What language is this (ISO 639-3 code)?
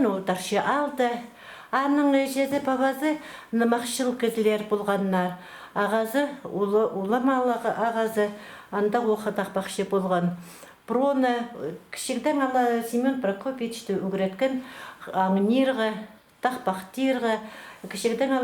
kjh